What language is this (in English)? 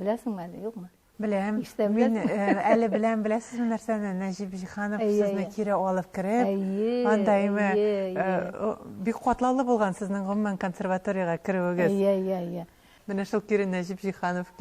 Tatar